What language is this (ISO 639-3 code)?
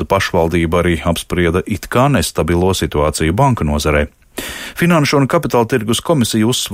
lav